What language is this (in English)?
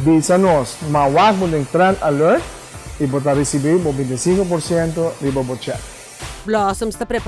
Papiamento